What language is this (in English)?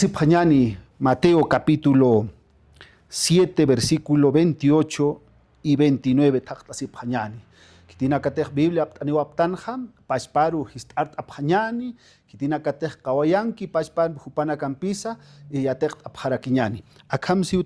Aymara